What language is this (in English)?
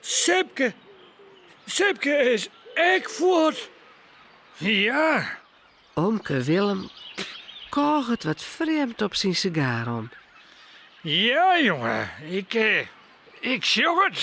Western Frisian